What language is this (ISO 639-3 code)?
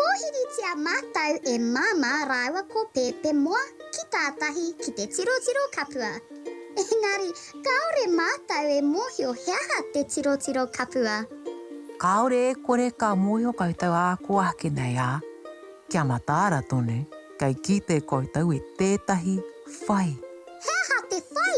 mri